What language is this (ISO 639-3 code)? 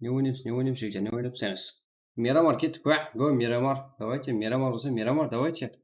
kaa